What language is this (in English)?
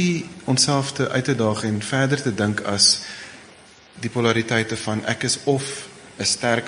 Afrikaans